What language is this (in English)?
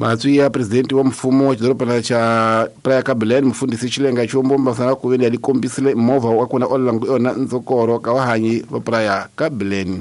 Tsonga